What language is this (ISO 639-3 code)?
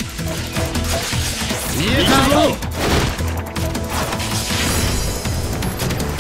jpn